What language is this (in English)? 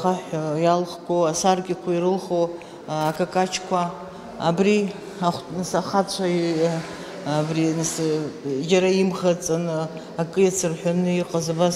Abkhazian